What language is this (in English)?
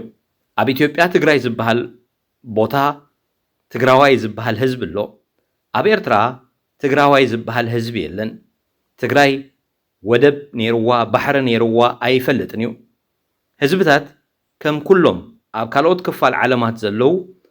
Tigrinya